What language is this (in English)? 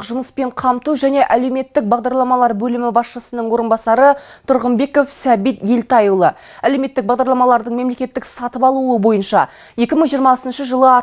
Kazakh